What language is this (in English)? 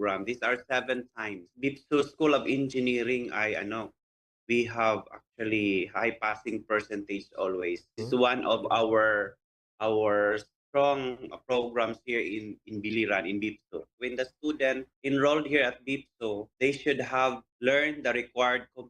Waray